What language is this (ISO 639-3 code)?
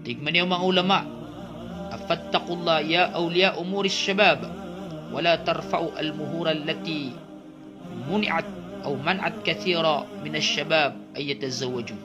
mrw